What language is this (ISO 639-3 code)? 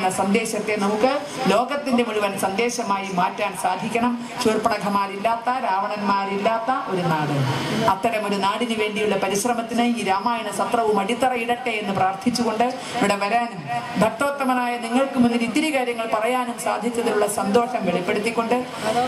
mal